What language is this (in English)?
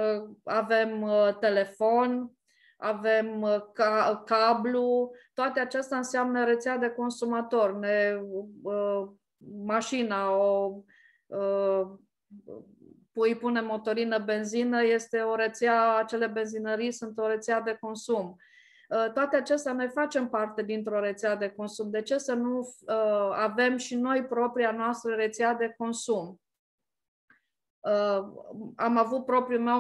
Romanian